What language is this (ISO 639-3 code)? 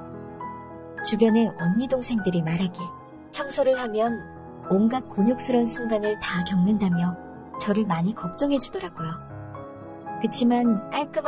kor